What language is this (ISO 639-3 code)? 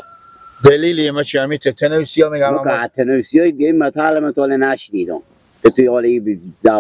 fas